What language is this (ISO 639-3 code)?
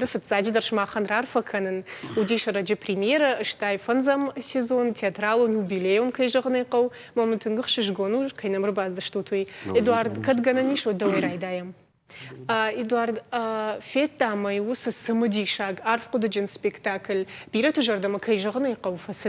oss